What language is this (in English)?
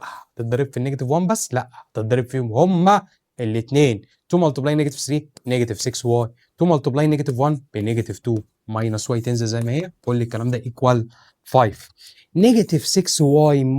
Egyptian Arabic